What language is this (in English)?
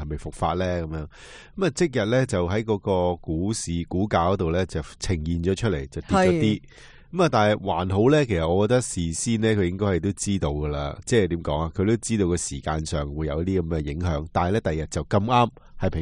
Cantonese